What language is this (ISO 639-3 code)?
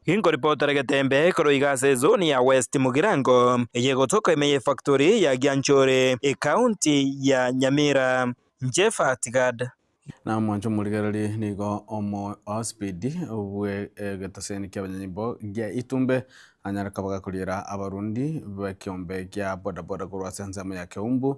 guz